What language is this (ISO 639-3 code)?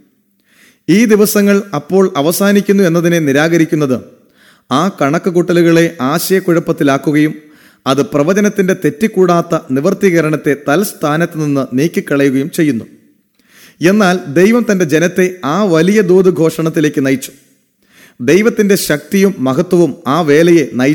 mal